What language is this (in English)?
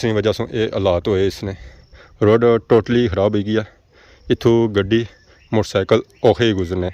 Pahari-Potwari